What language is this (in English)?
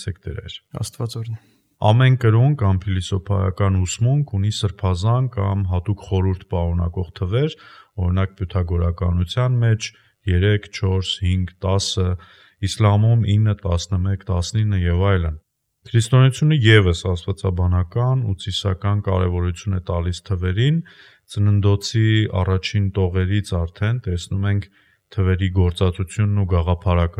Armenian